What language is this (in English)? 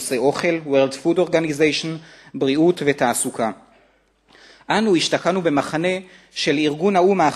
Hebrew